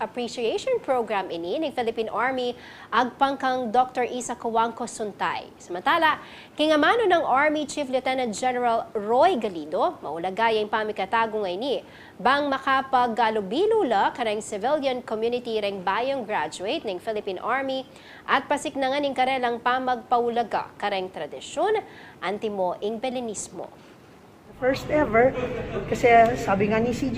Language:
Pampanga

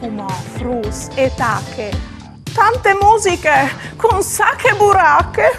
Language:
Friulian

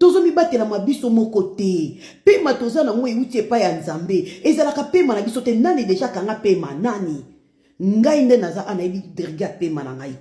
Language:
Lingala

